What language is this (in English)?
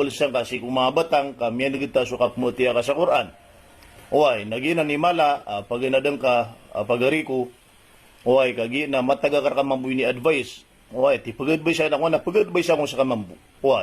Maranao